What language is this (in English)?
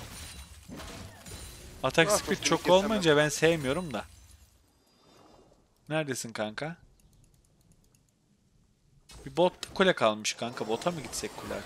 Turkish